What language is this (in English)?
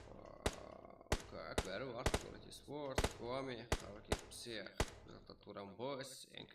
Kara-Kalpak